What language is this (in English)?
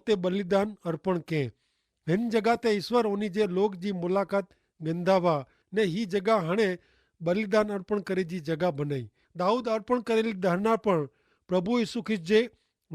Kachhi